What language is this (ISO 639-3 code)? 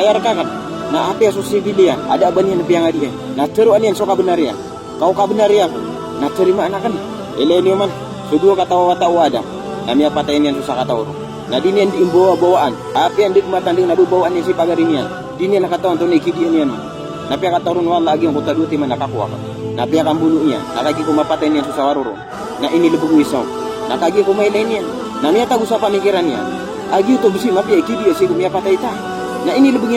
mrw